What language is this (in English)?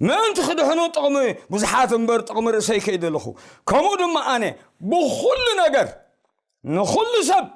Tigrinya